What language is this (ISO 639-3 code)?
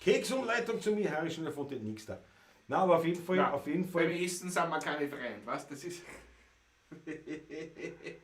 bar